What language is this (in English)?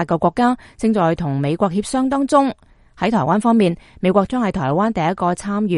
Cantonese